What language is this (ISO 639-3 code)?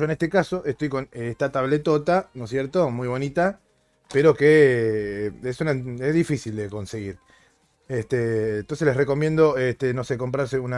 spa